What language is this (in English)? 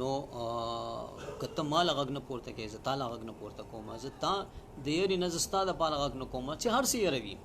Pashto